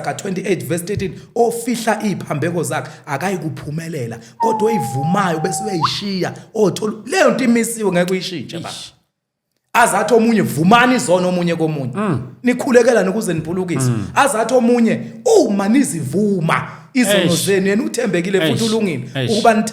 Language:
Zulu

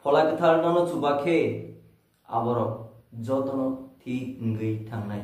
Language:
Kok Borok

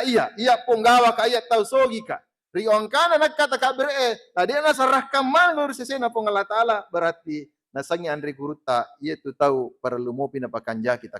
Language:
Buginese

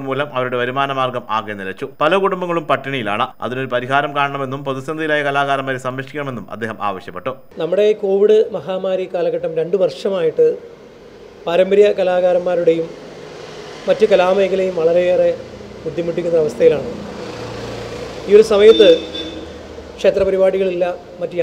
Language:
Malayalam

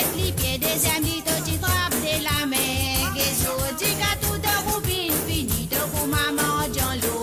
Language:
Morisyen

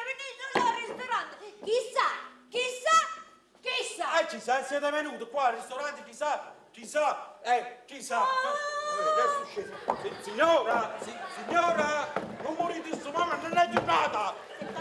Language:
Neapolitan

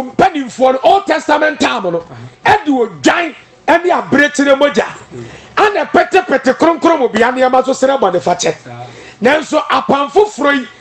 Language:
Akan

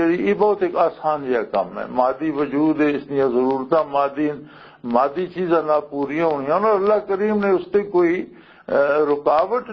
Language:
Western Panjabi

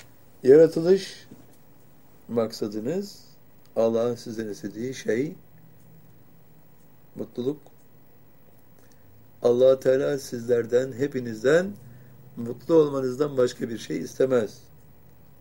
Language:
Turkish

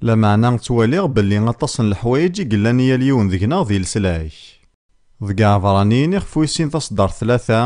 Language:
Kabyle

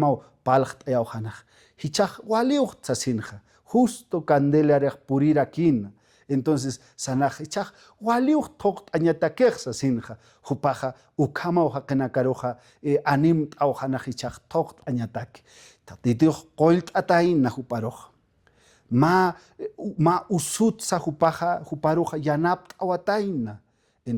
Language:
Aymara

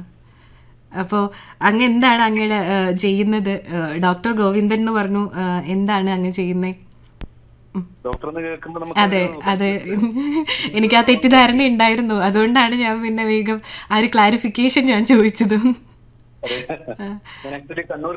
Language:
Malayalam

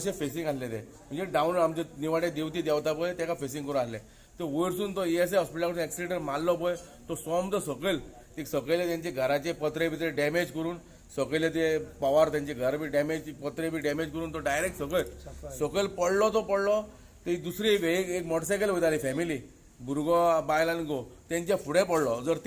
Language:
Konkani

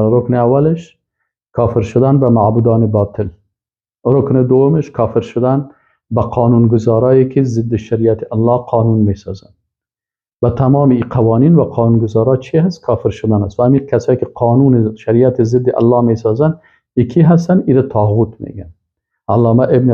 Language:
Persian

